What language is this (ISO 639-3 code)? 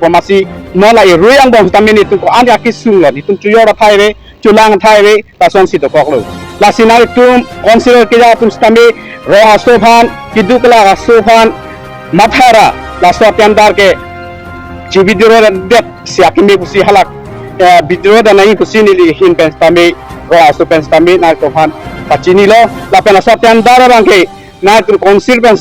mjw